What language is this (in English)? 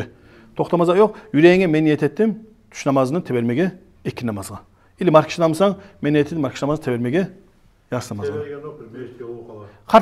Kumyk